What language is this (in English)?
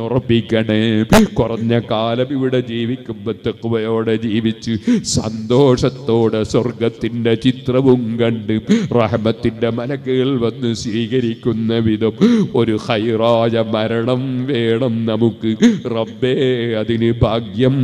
Malayalam